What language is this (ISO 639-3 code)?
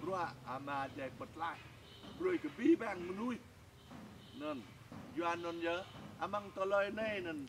jra